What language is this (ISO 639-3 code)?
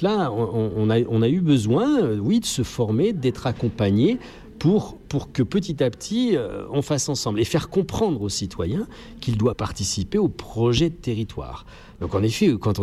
fra